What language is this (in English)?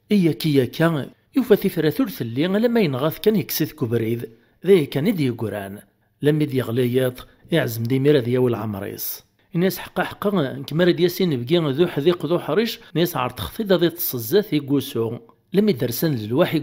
Kabyle